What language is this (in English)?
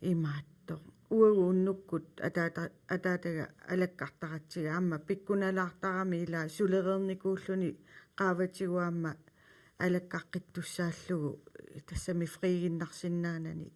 Kalaallisut